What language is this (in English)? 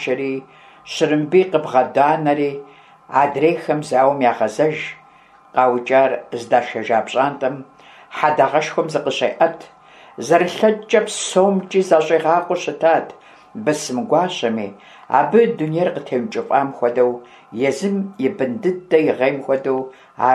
Kabardian